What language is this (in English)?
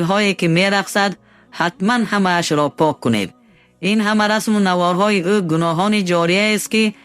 Tajik